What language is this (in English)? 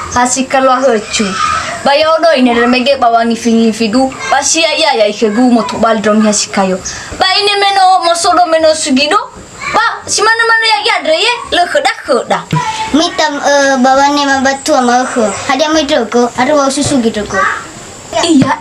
Nias